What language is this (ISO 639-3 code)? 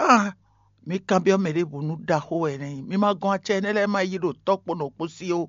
fon